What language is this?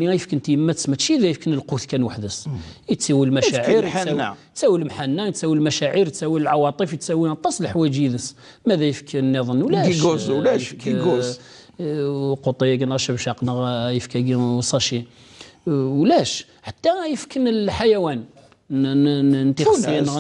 Kabyle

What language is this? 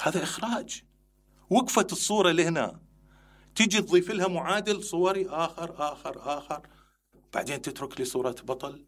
Mesopotamian Arabic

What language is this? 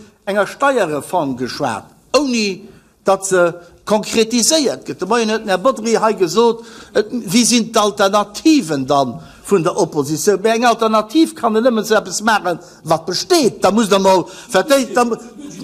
Luxembourgish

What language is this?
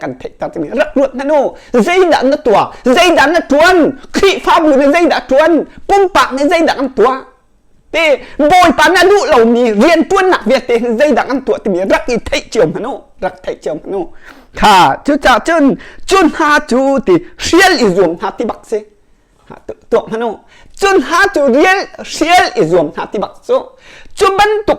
Hakha Chin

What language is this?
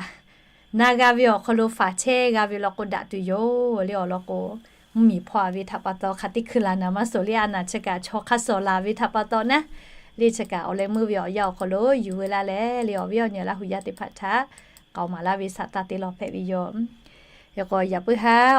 Lahu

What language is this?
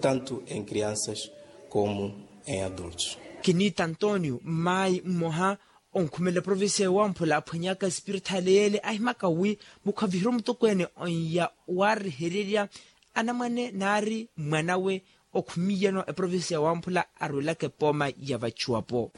Makhuwa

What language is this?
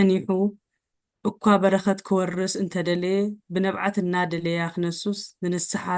Tigrinya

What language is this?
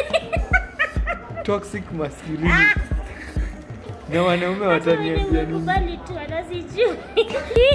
Swahili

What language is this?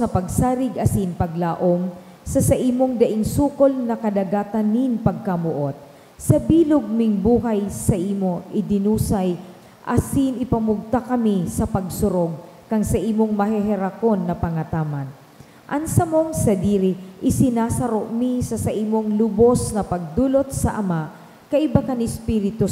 Bikol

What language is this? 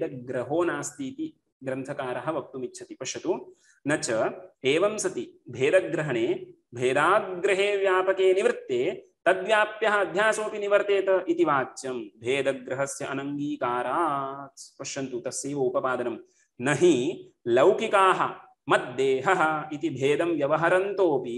Sanskrit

